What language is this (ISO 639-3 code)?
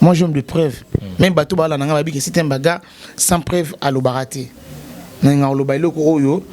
lin